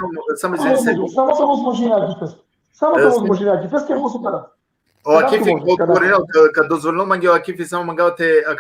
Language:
Balkan Romani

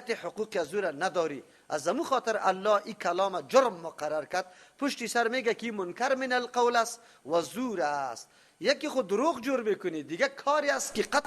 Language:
Persian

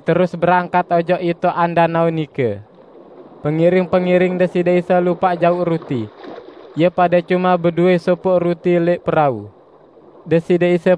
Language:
Sasak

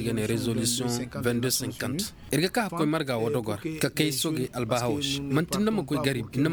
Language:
Koyraboro Senni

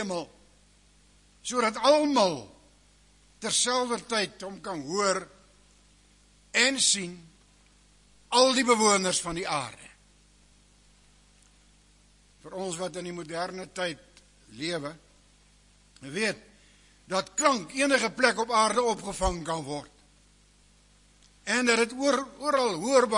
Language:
Afrikaans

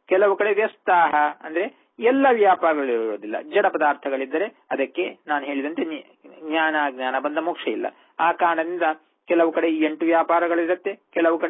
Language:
Kannada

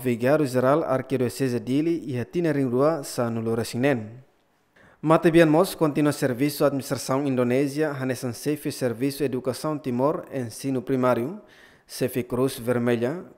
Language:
Tetum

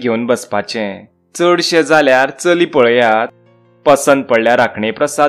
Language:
Konkani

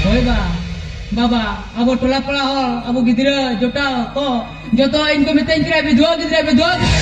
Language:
Santali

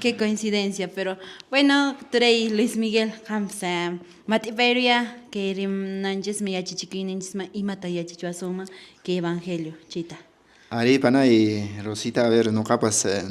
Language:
Quechua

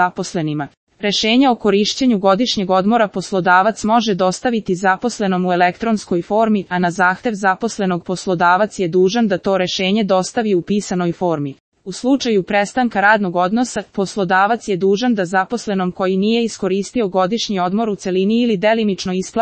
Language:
Serbian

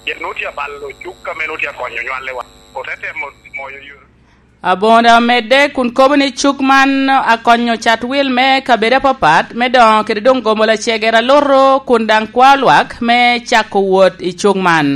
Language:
Lango (Uganda)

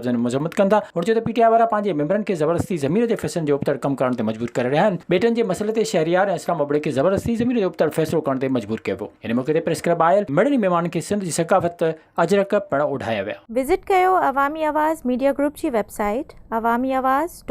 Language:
Sindhi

